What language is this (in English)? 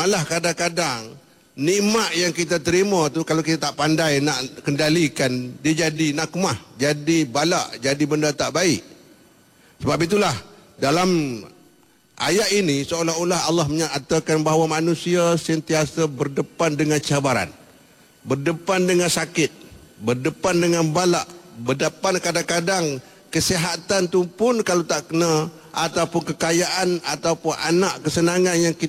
Malay